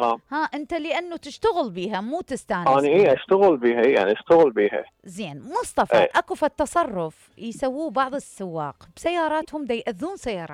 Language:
Mesopotamian Arabic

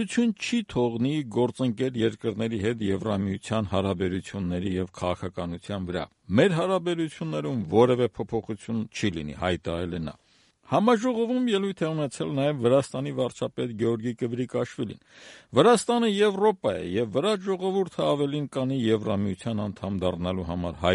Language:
Armenian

